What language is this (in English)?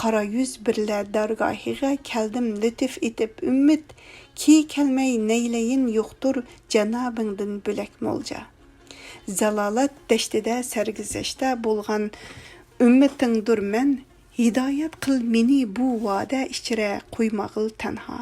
Uyghur